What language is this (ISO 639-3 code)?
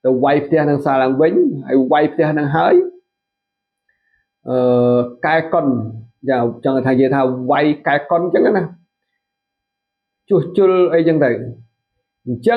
khm